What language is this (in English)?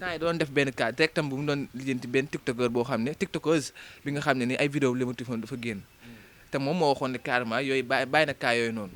Wolof